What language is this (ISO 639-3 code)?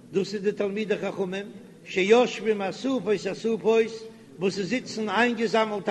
yid